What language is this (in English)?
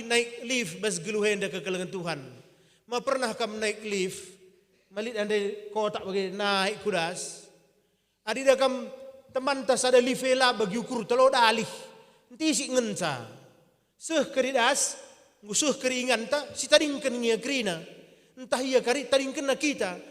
Batak Karo